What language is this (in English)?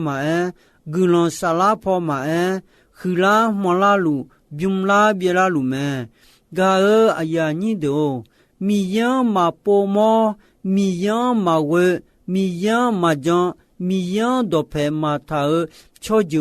Akha